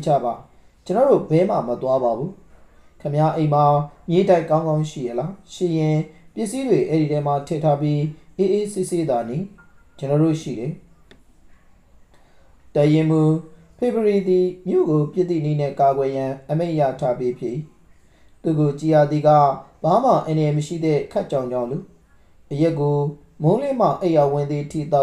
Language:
Burmese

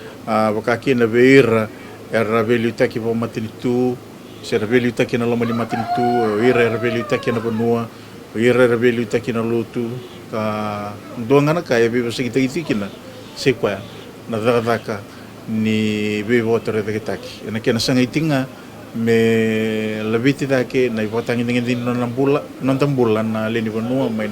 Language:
Fijian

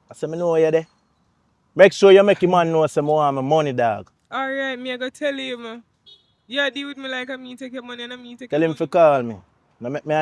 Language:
Jamaican Creole English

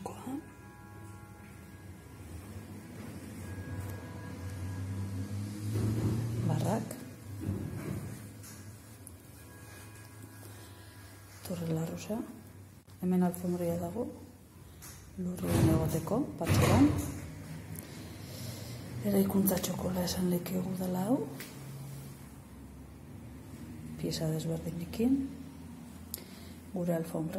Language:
Basque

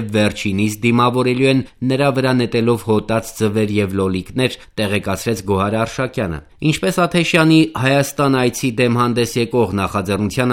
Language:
Armenian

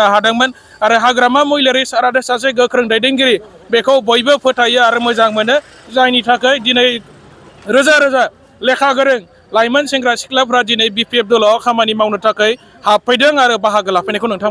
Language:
Bodo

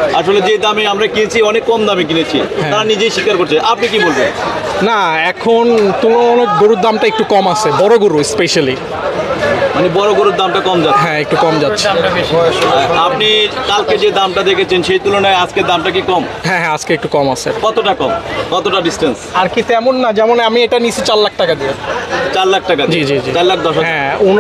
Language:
Bangla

